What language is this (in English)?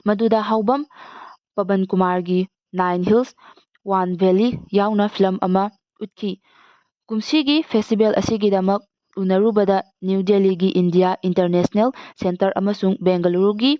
Manipuri